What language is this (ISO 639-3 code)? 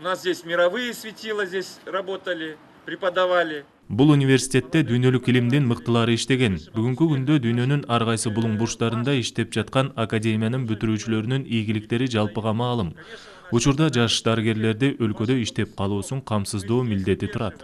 kir